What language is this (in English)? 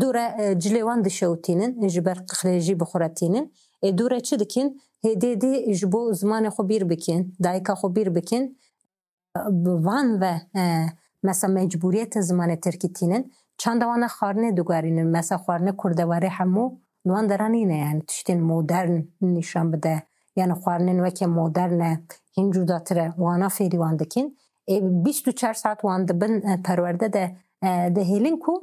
Kurdish